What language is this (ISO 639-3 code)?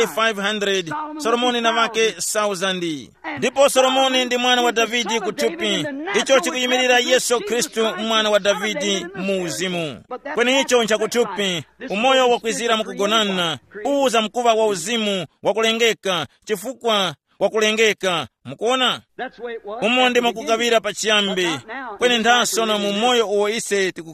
tum